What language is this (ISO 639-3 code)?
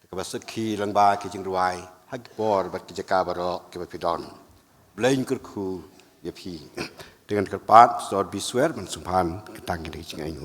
kha